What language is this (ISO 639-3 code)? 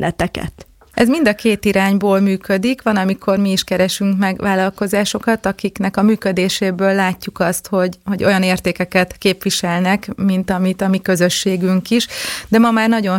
hun